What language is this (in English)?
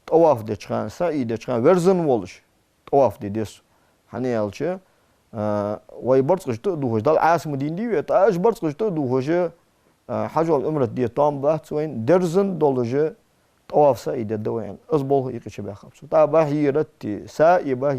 Ingush